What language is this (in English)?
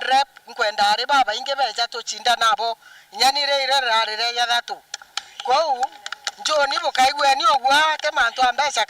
Meru